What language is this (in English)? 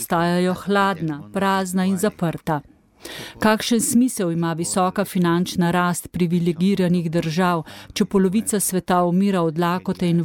Slovenian